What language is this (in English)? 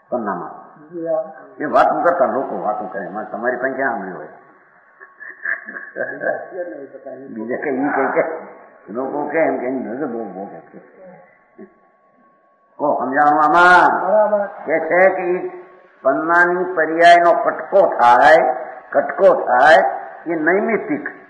Gujarati